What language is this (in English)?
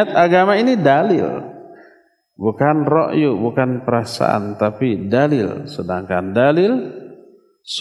Indonesian